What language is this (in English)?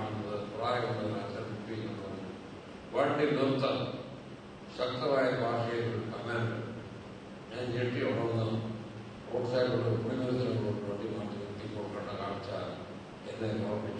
Malayalam